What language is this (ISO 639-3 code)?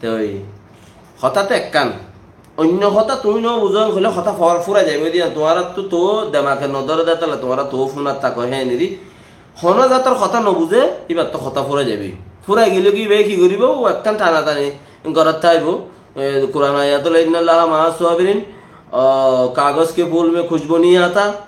rhg